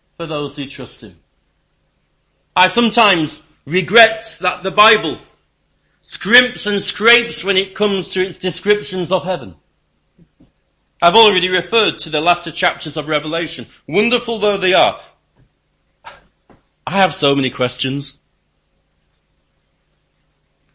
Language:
English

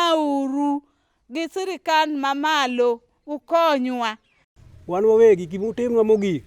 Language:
Luo (Kenya and Tanzania)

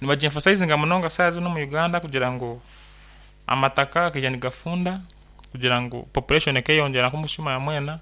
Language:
Nyankole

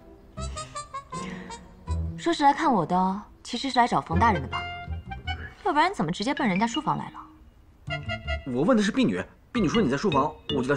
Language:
Chinese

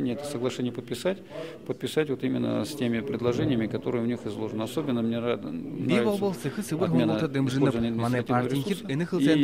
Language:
Buriat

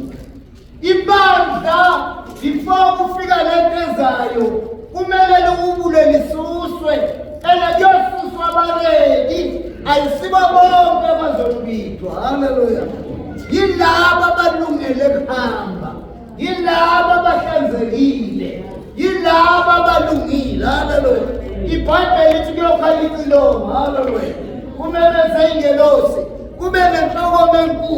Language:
Zulu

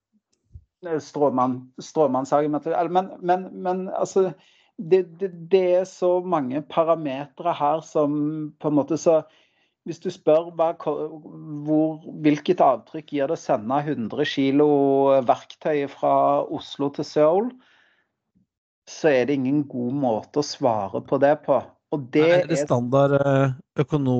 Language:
Norwegian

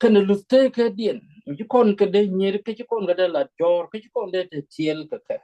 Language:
Nuer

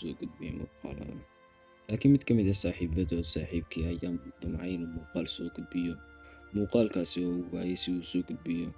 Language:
Somali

